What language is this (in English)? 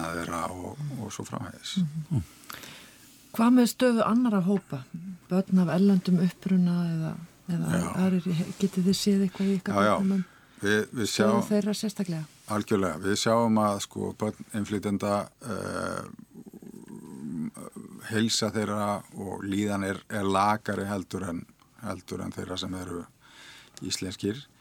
Icelandic